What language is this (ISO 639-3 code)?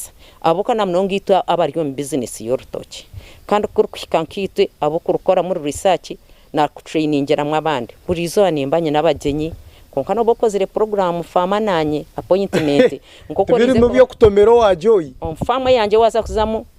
nyn